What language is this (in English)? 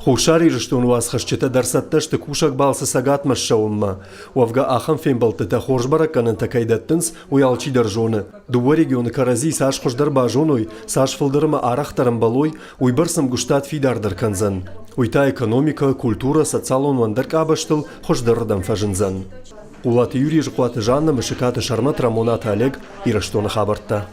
Ossetic